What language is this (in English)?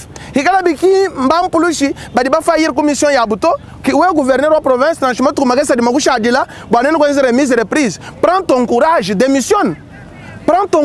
Luba-Lulua